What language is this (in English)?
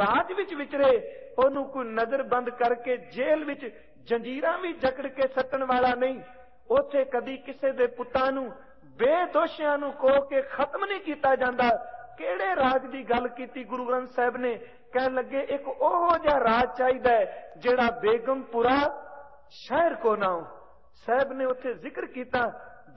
Punjabi